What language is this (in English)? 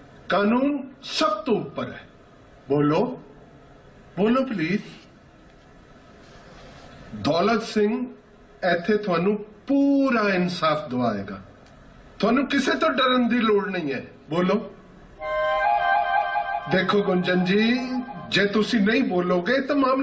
Punjabi